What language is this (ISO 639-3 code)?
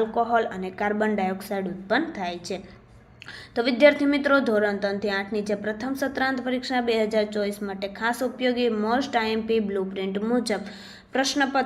guj